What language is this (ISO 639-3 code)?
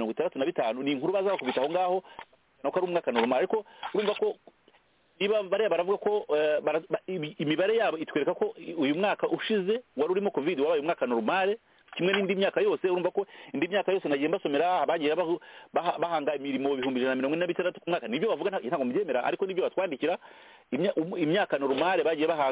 kin